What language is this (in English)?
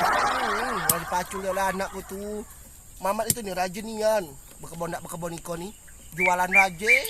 Musi